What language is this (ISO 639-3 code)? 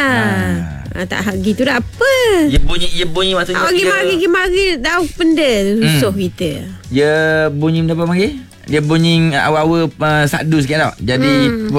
msa